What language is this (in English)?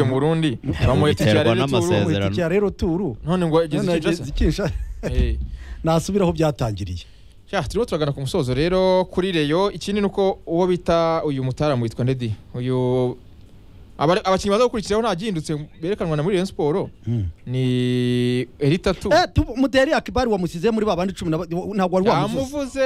Kinyarwanda